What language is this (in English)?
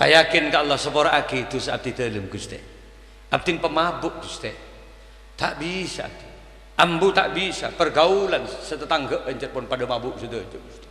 Madurese